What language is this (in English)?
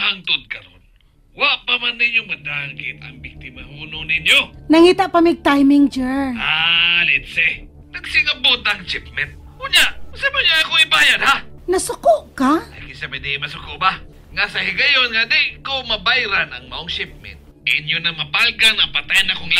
Cebuano